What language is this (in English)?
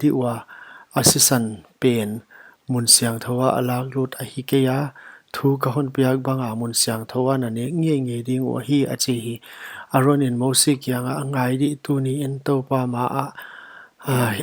Paite Chin